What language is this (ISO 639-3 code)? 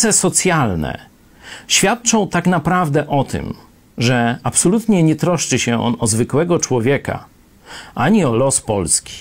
pol